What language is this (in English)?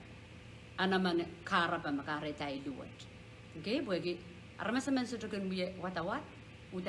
Pohnpeian